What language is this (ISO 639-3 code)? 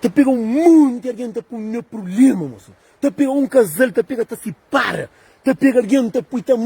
kea